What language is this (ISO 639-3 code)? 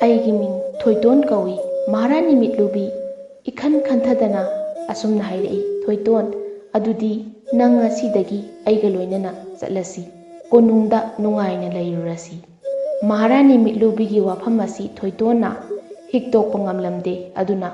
mni